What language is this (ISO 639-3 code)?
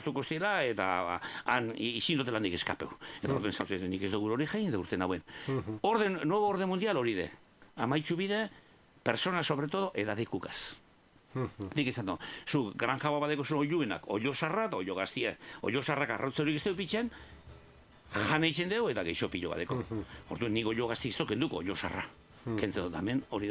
eus